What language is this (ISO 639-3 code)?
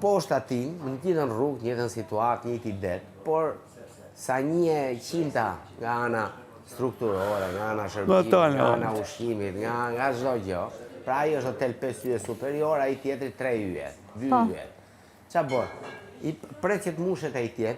sqi